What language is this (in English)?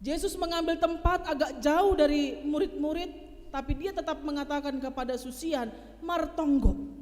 Batak Simalungun